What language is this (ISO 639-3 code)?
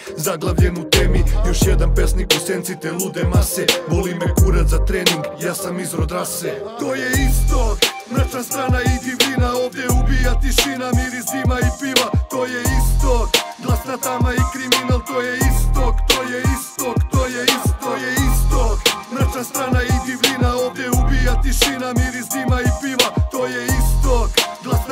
srp